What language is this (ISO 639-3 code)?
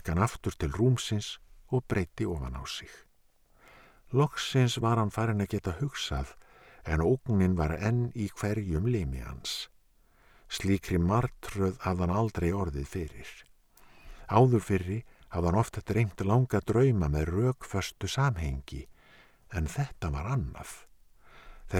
isl